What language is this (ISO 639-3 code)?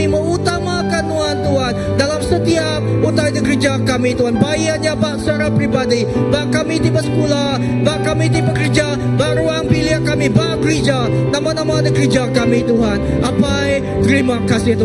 iba